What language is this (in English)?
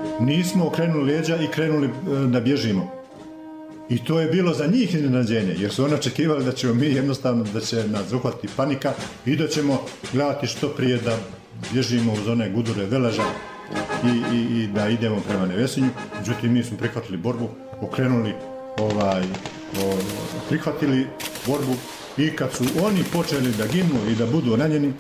Bosnian